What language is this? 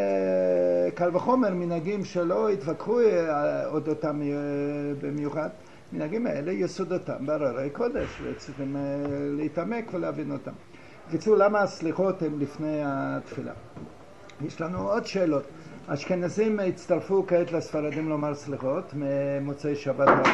Hebrew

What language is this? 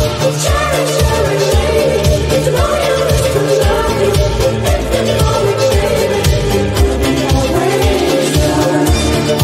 English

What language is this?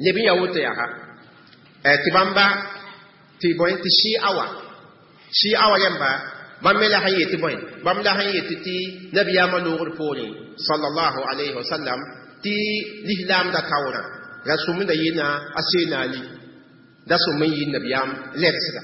Mossi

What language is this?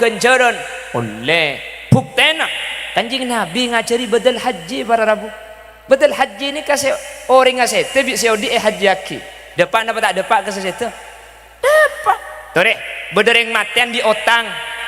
Madurese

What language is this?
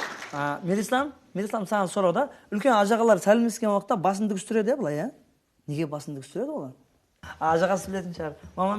Kara-Kalpak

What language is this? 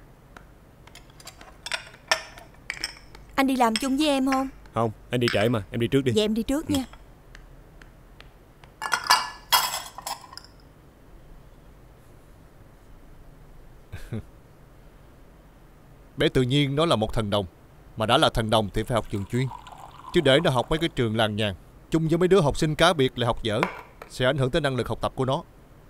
Vietnamese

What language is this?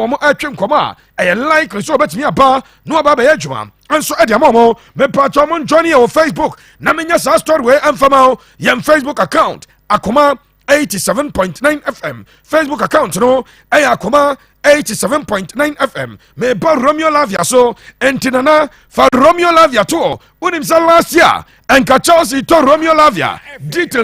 Akan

